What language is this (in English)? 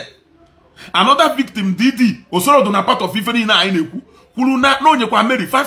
Igbo